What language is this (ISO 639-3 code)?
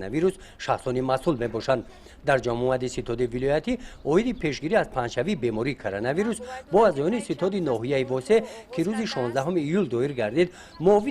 tgk